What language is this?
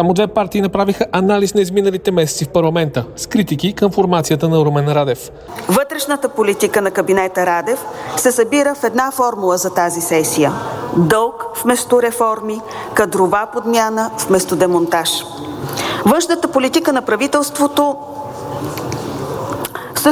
Bulgarian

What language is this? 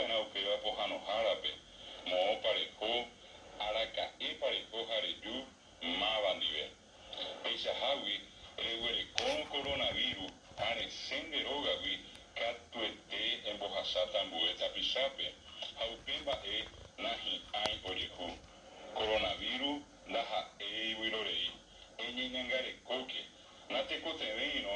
Guarani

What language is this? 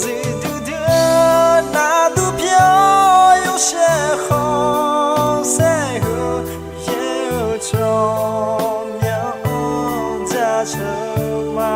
Akha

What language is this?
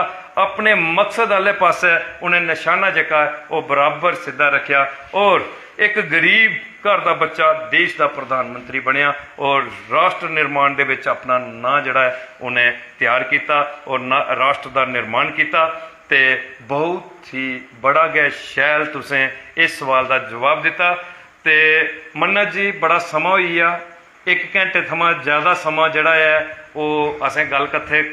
Dogri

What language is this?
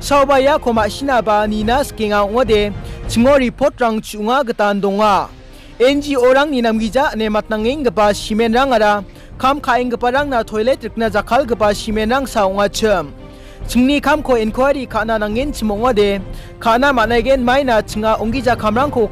Garo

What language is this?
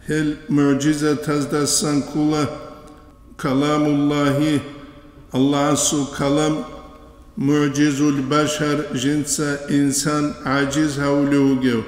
Avaric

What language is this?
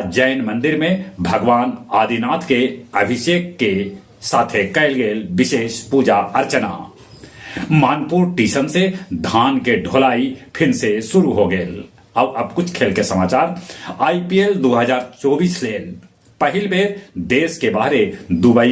Magahi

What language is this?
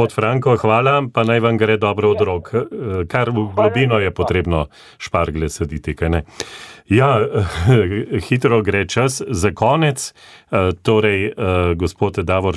Slovenian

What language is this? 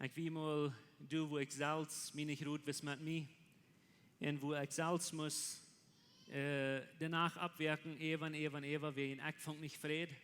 Plautdietsch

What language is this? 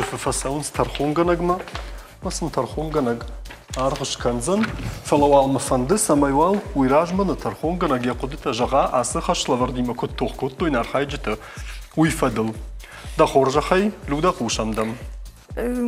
Ossetic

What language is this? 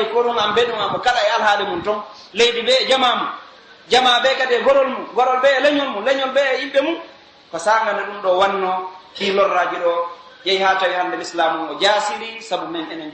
Pular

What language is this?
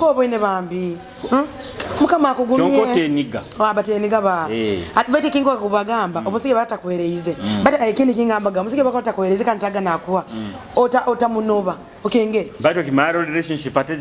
Nyoro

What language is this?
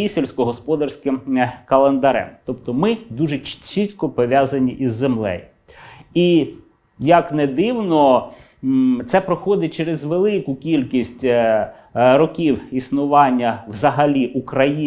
Ukrainian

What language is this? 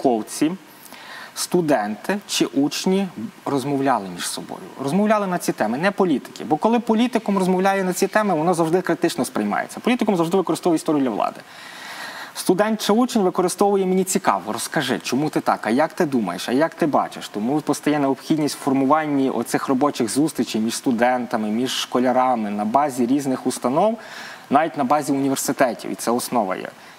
Ukrainian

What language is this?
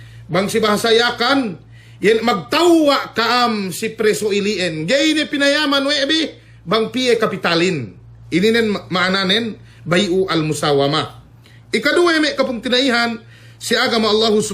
Yakan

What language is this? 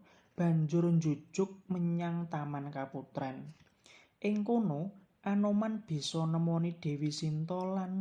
Javanese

